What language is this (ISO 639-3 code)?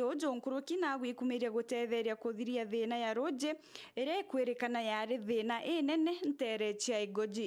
mer